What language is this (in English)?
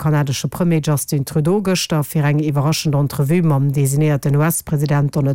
Luxembourgish